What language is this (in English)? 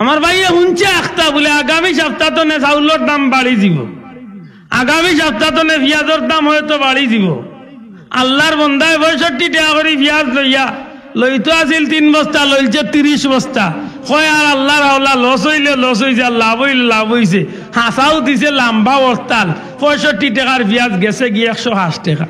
Sylheti